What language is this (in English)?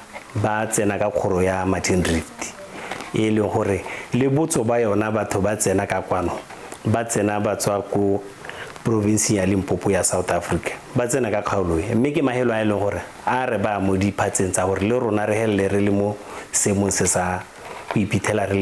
Tswana